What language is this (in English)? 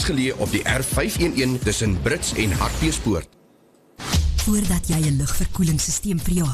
Afrikaans